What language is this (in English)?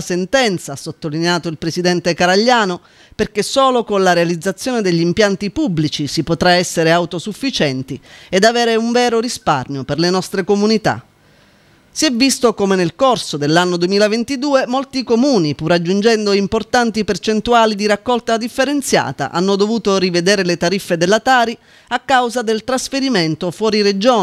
Italian